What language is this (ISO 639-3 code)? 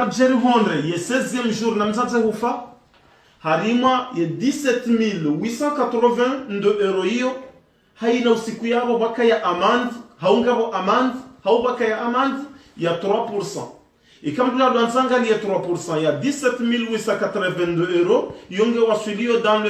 zdj